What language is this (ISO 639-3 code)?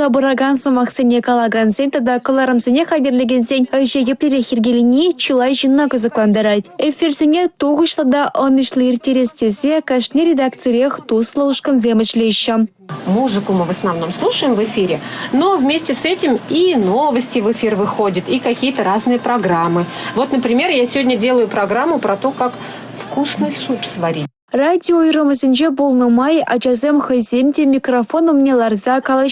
chv